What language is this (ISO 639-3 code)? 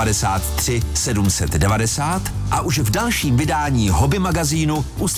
ces